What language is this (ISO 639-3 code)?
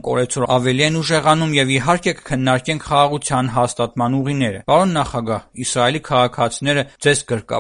hye